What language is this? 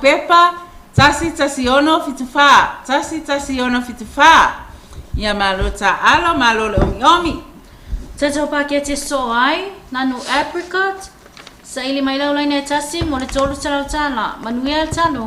Samoan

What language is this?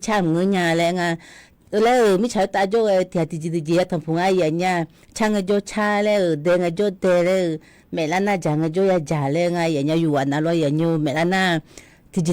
Akha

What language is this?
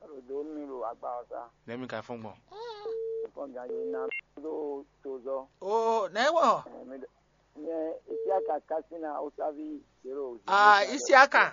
Fon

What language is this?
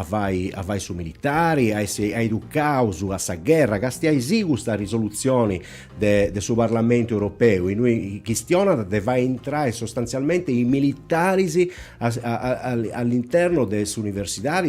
Sardinian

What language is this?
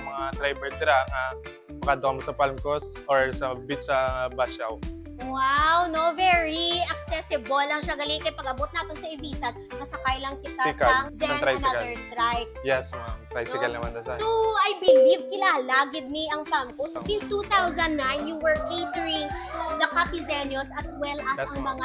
Hiligaynon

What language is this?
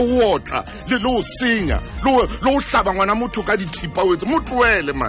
Southern Sotho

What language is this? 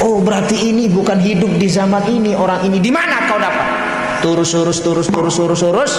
Sasak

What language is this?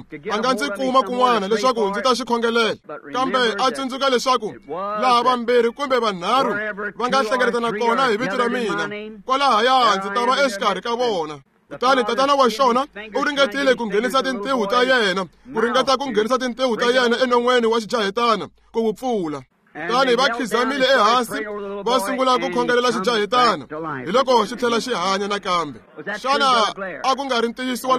Tsonga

